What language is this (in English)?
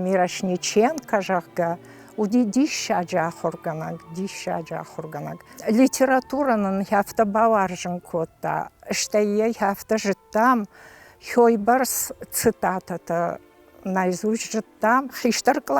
Ossetic